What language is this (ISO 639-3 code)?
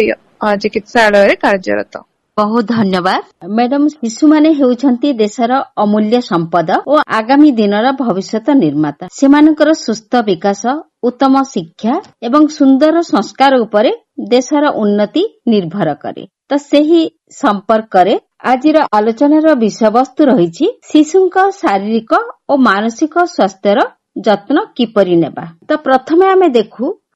ori